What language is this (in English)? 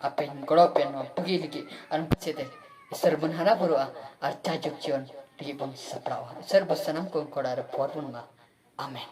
Santali